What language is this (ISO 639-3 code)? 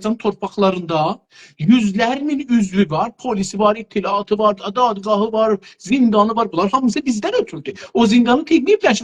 azb